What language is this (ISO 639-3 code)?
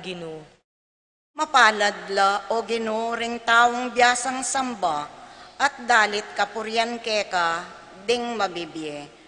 pam